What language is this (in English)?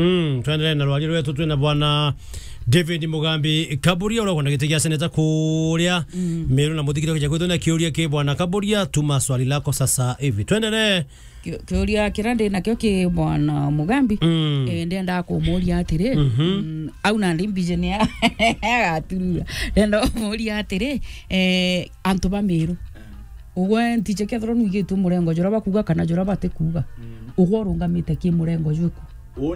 Meru